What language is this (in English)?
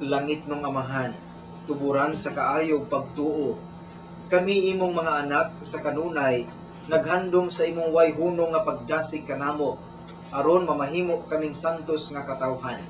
Cebuano